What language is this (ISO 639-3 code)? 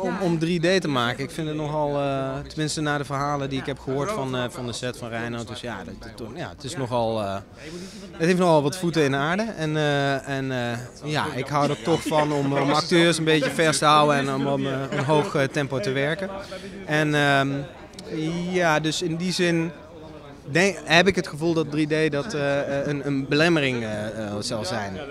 nld